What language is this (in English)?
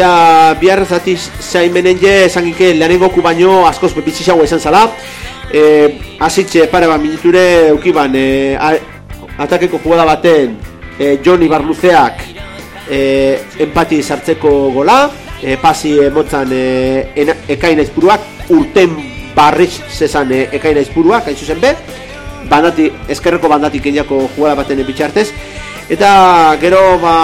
Basque